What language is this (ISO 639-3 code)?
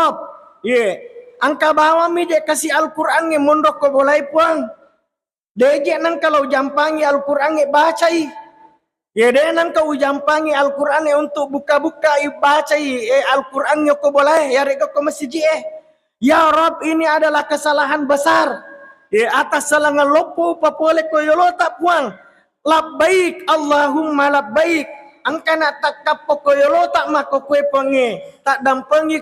bug